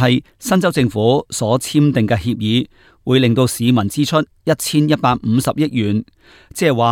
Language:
Cantonese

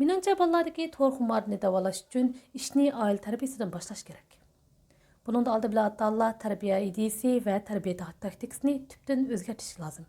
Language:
Uyghur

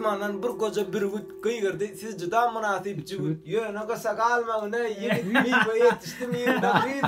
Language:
Turkmen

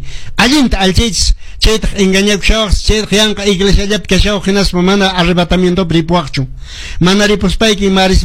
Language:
Quechua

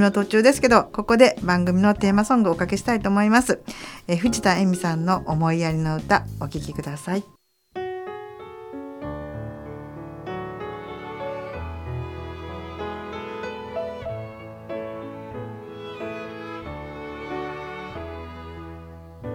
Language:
Japanese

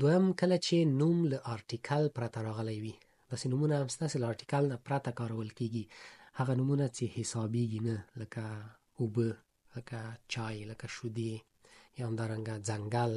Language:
Pashto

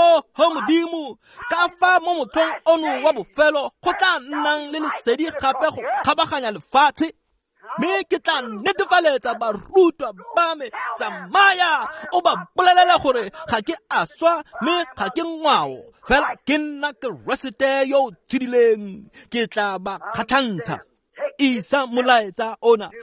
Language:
Tswana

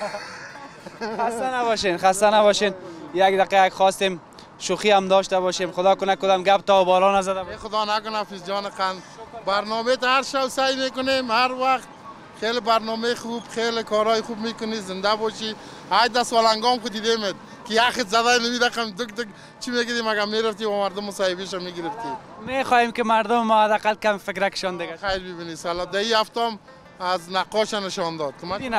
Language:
Persian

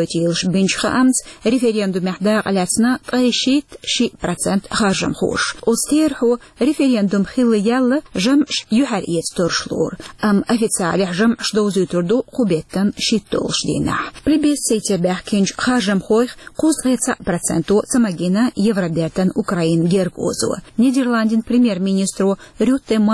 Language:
Chechen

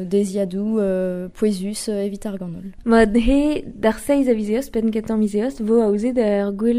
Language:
Breton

